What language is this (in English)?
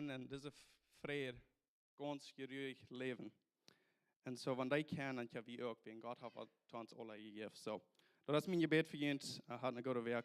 Plautdietsch